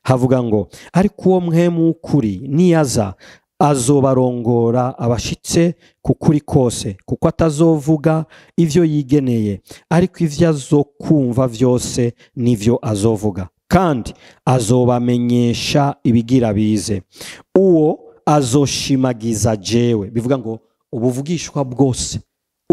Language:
Rundi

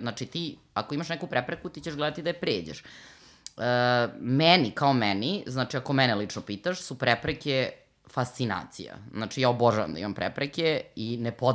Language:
Serbian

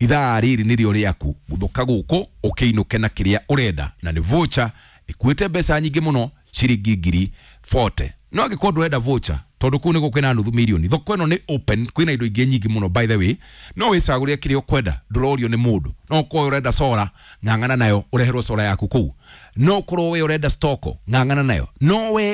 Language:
Kikuyu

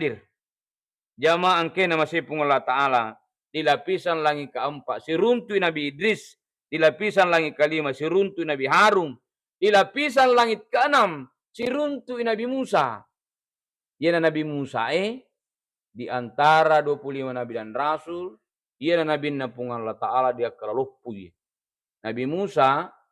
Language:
Buginese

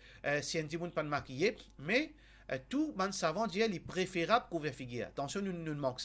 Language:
Morisyen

